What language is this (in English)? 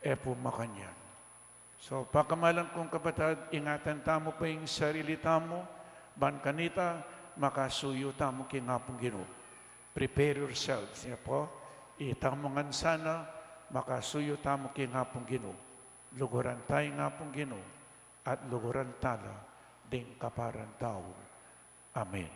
Pampanga